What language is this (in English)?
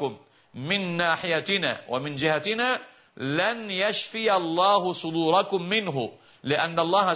Arabic